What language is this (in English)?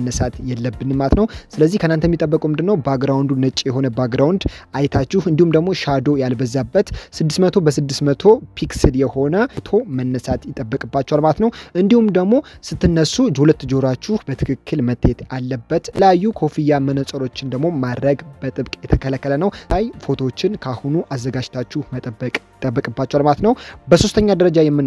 Amharic